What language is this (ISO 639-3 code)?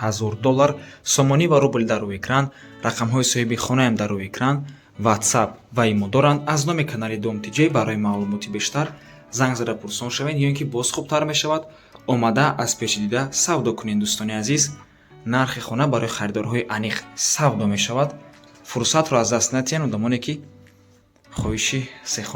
tgk